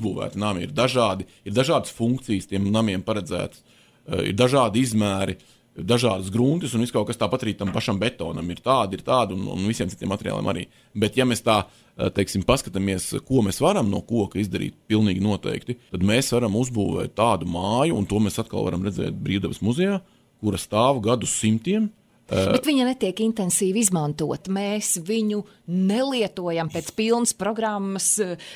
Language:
Latvian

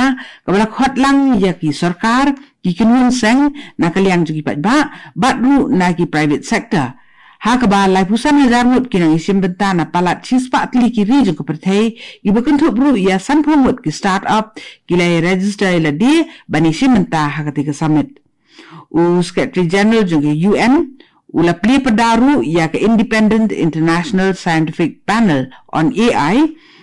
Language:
Khasi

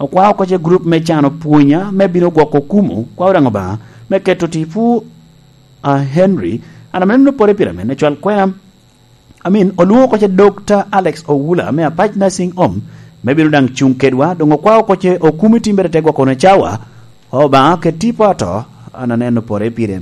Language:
Lango (Uganda)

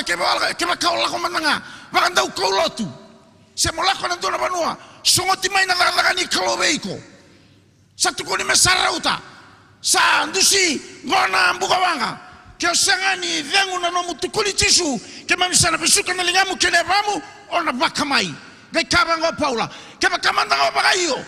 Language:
Fijian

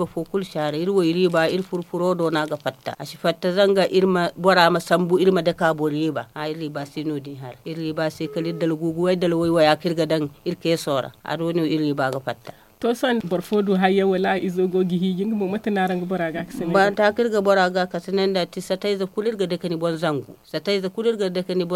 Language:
Zarma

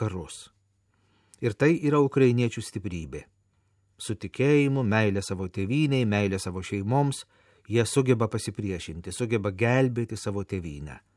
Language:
Lithuanian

